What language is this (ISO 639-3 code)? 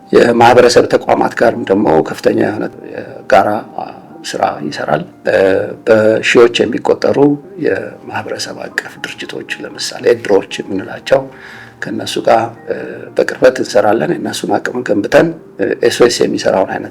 amh